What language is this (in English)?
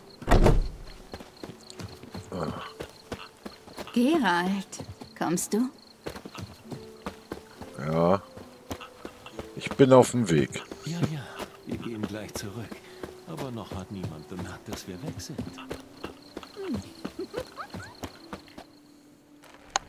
German